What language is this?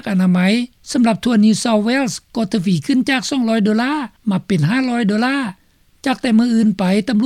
Lao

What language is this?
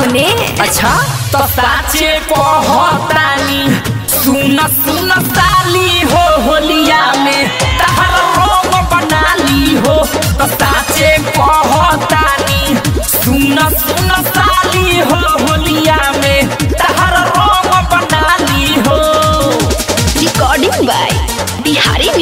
Bhojpuri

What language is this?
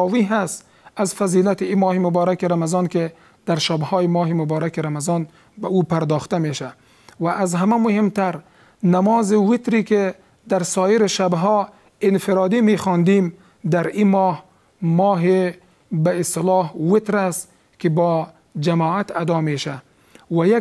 Persian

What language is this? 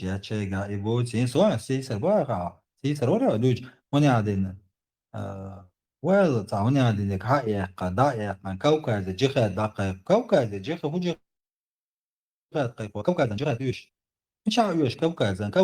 Chechen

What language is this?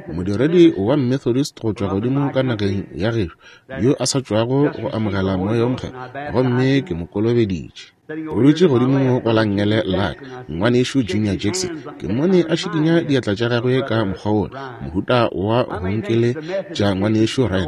Northern Sotho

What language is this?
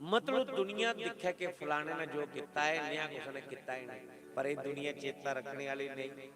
Dogri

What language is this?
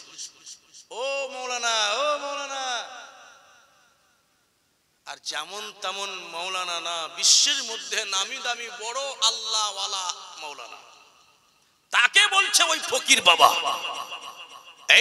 Bangla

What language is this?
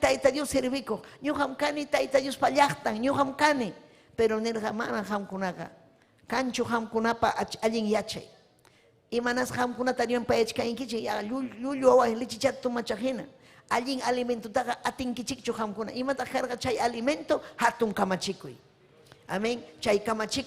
Ayacucho Quechua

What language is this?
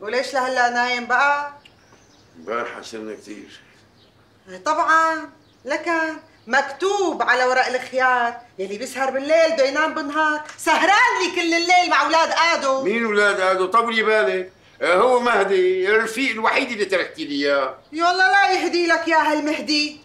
North Levantine Arabic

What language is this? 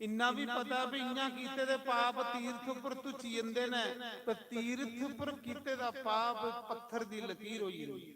Dogri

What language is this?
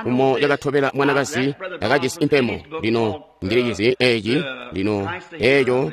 Tonga (Zambia)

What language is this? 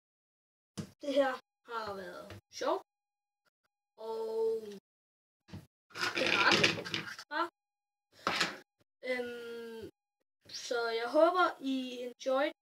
Danish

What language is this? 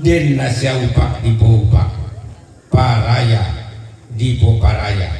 Toraja-Sa'dan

